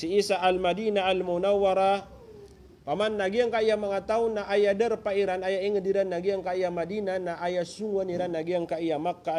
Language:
Maranao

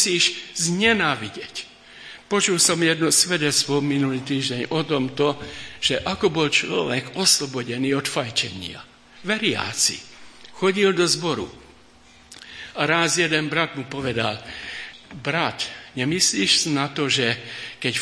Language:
Slovak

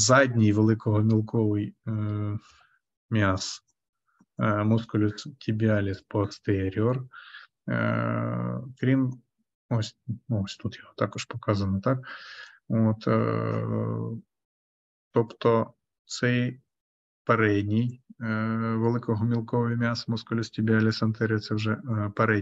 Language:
Ukrainian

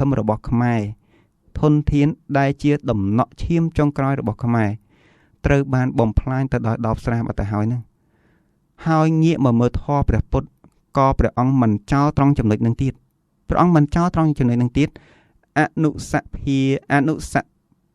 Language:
Khmer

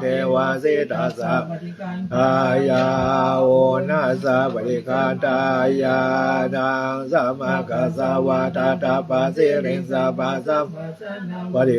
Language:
Pali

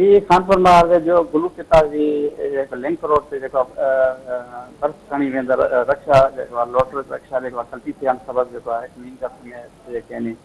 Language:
Sindhi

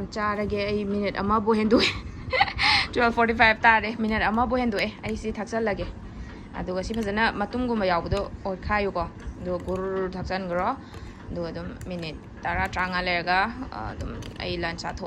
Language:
Manipuri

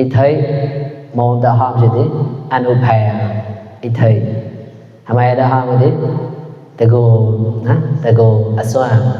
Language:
Mon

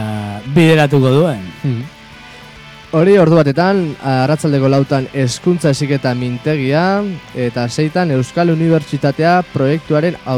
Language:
Basque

